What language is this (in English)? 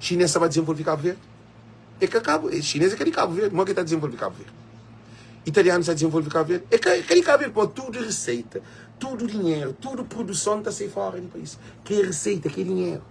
Kabuverdianu